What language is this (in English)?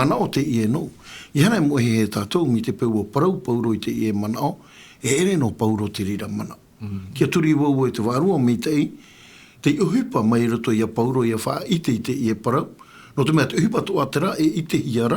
Tahitian